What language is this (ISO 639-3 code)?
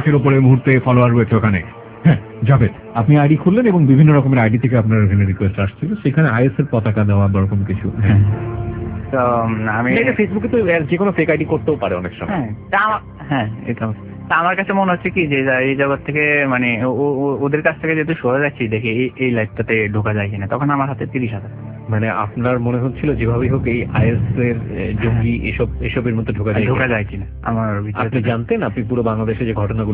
ben